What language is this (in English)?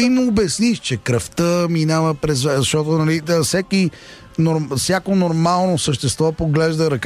Bulgarian